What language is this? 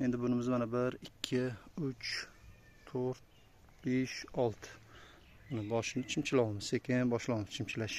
Uzbek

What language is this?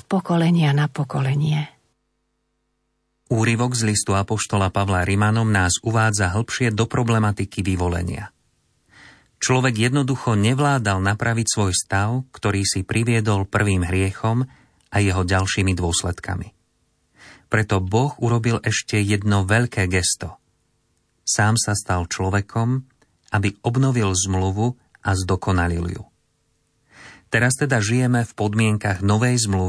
Slovak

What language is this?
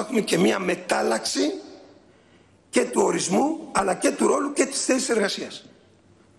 Greek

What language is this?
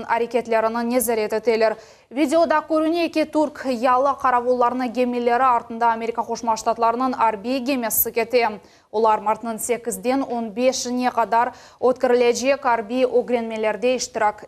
Crimean Tatar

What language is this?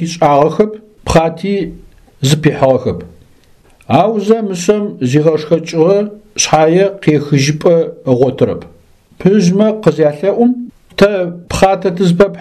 Adyghe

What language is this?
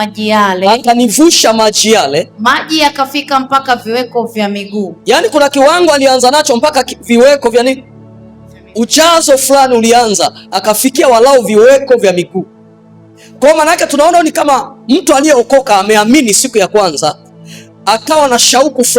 Swahili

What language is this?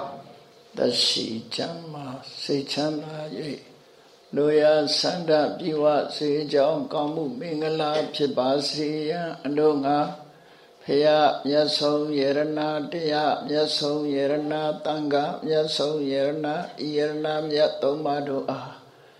Burmese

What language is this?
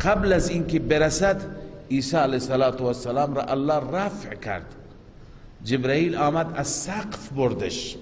Persian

